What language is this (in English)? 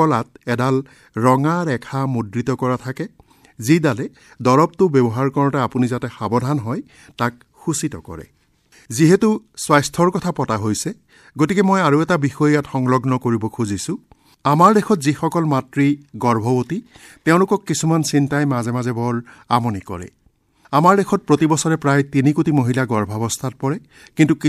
Assamese